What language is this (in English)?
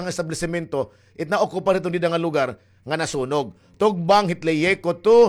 Waray